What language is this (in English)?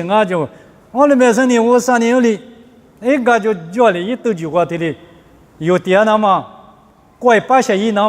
Lisu